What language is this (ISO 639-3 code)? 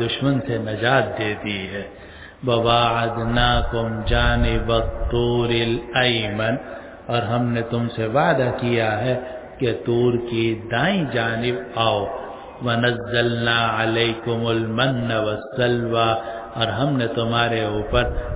urd